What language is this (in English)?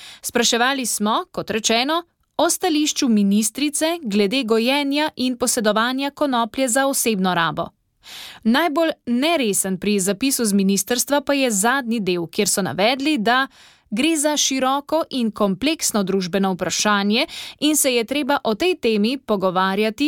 Slovenian